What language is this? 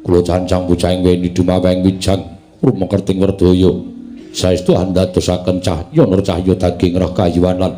Javanese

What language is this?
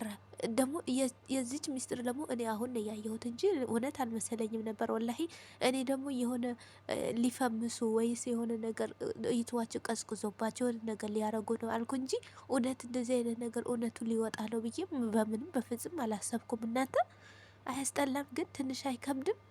Amharic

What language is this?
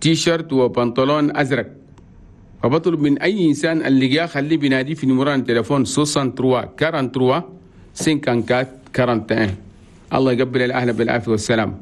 Chadian Arabic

